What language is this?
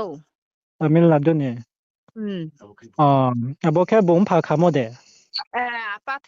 Riang (India)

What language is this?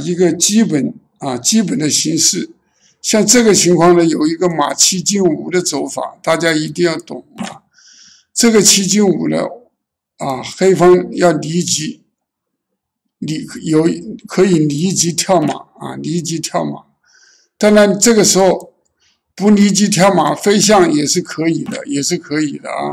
Chinese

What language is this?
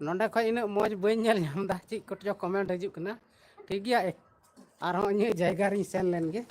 Santali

